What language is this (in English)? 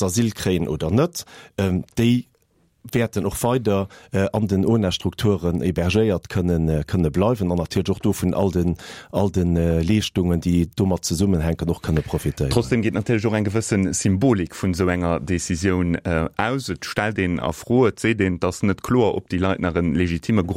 Luxembourgish